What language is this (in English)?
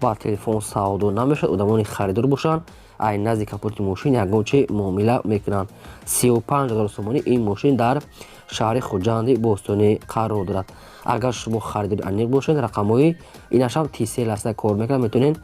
Tajik